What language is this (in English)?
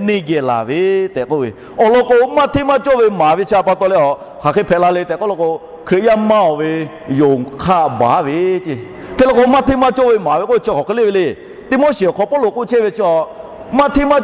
Lahu